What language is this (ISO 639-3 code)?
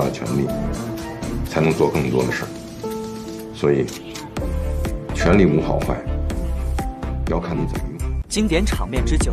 zho